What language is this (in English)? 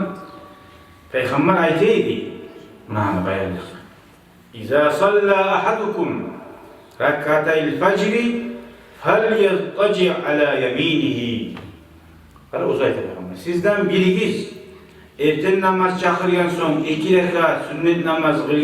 Kumyk